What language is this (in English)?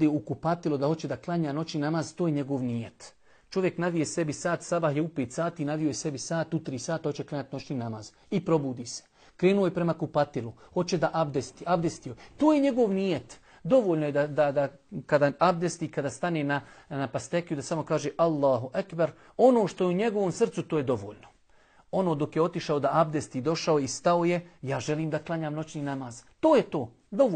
Bosnian